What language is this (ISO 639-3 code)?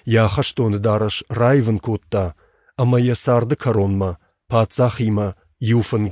oss